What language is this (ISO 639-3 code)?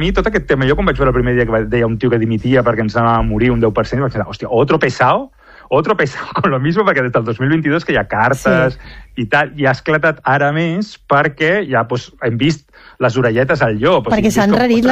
cat